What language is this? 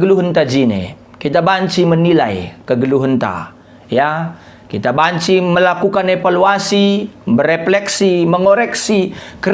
Batak Karo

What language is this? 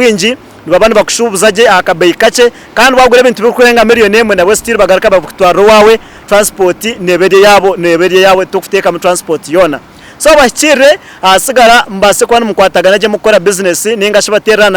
Nyankole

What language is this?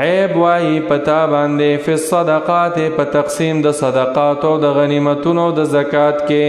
Pashto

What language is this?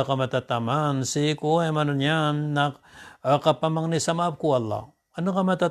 Maranao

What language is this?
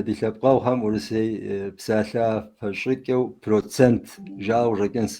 Kabardian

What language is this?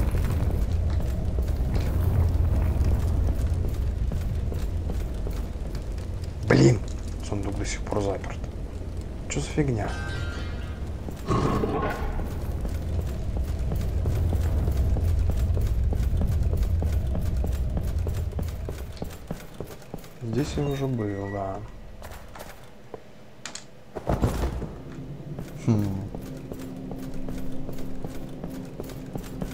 Russian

